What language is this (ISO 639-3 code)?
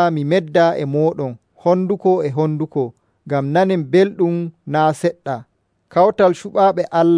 fuv